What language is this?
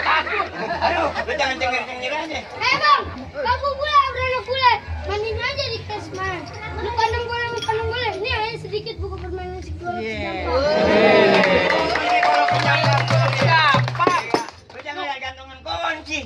Betawi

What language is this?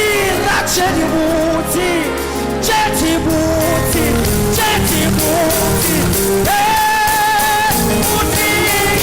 Tswana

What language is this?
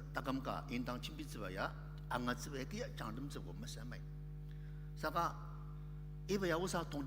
Ao Naga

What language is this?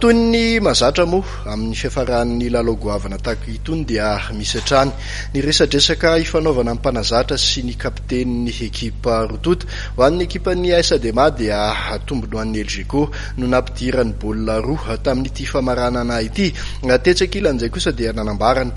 Malagasy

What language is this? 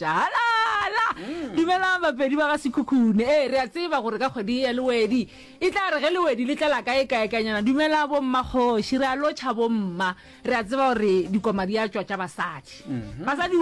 Northern Sotho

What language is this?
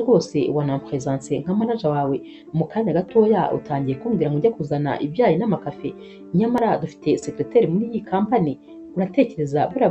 Kinyarwanda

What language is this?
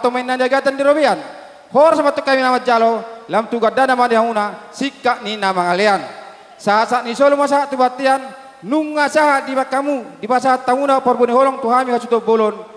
Batak Toba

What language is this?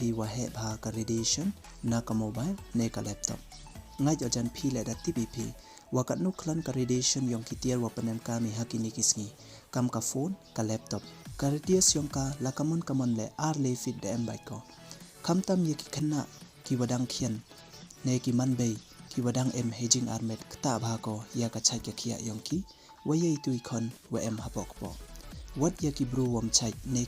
Pnar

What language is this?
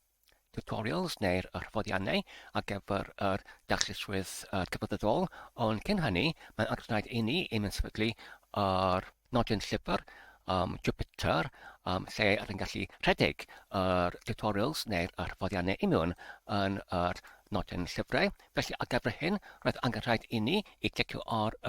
Welsh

